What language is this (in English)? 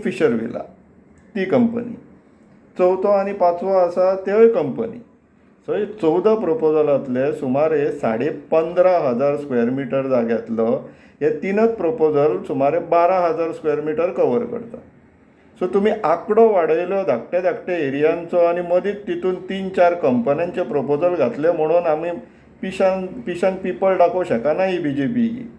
Konkani